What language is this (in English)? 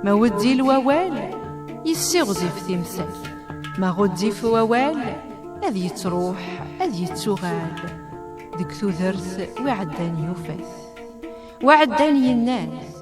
Kabyle